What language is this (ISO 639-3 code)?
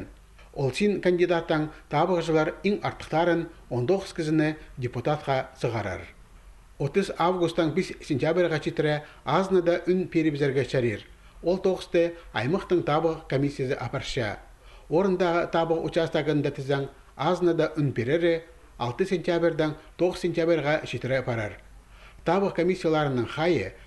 kjh